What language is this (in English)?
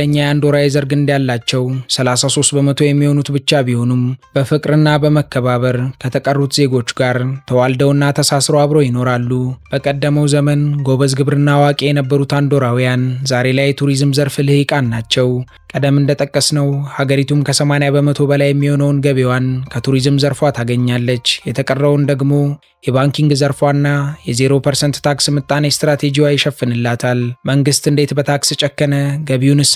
Amharic